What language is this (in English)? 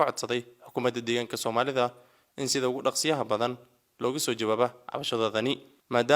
Somali